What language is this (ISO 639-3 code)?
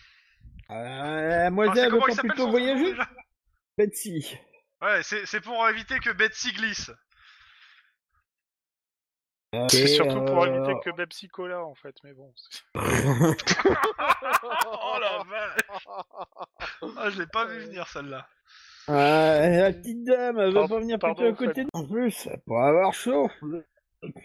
fra